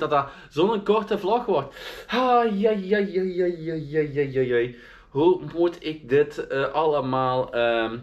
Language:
Dutch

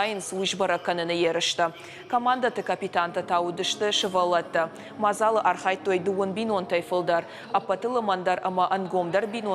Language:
Ossetic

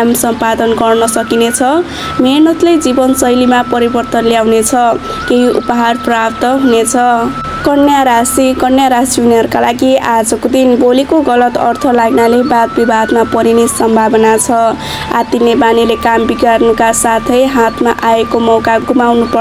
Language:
Nepali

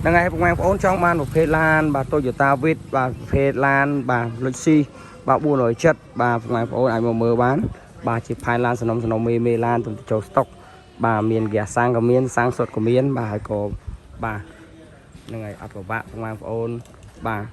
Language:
Khmer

